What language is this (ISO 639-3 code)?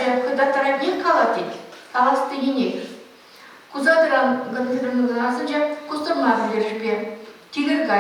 chv